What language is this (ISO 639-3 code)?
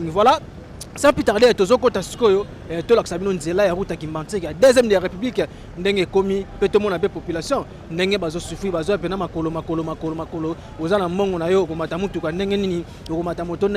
lin